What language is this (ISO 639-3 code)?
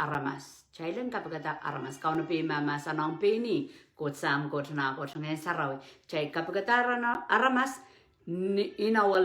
pon